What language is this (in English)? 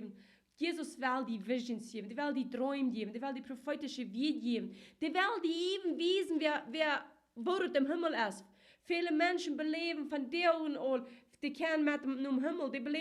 Plautdietsch